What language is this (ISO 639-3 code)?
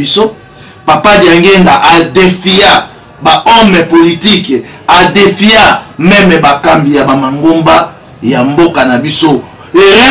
lin